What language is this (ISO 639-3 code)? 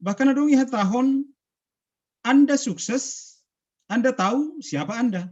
bts